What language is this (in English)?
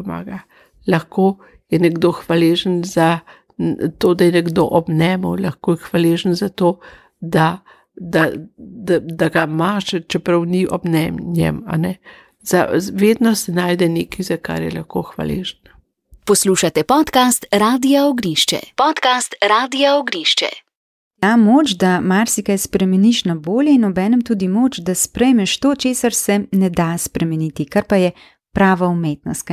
Slovenian